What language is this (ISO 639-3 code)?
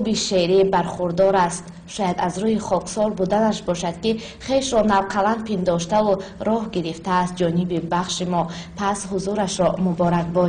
tgk